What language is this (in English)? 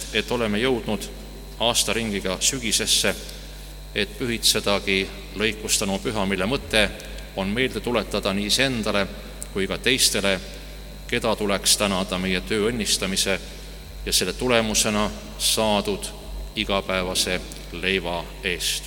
Estonian